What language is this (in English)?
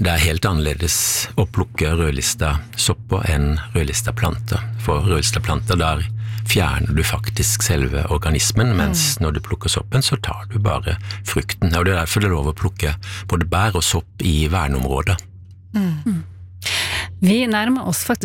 Norwegian